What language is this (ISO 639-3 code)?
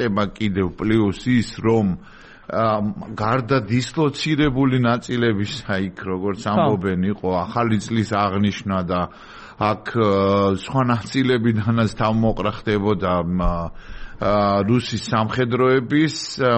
kat